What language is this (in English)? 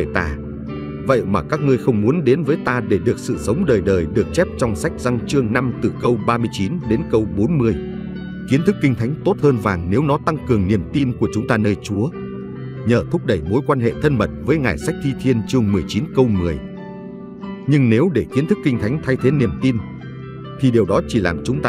Vietnamese